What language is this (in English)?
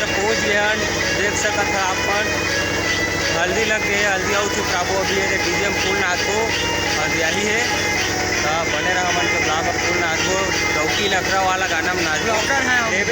Chhattisgarhi